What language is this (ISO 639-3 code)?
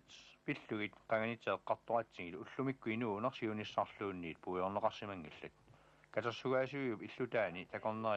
kal